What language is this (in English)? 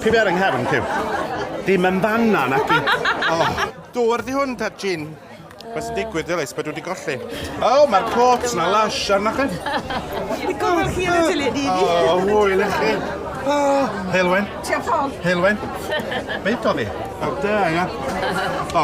Welsh